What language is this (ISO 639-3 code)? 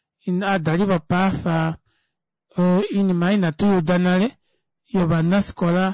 kua